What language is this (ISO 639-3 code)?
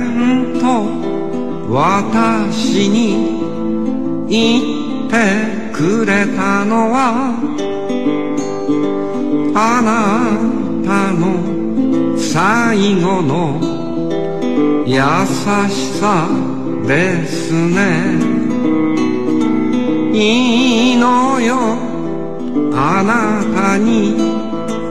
jpn